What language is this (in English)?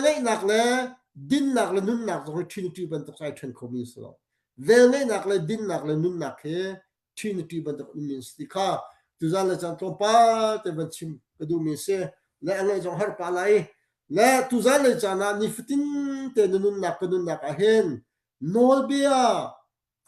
Hakha Chin